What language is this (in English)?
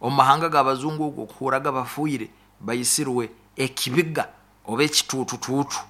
Nyoro